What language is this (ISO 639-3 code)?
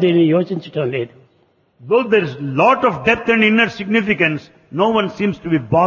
tel